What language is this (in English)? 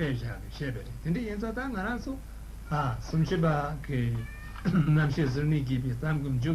Tibetan